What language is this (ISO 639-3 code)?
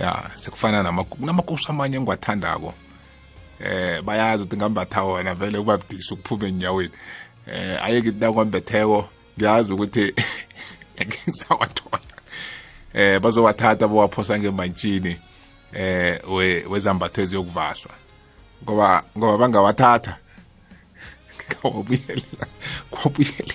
nbl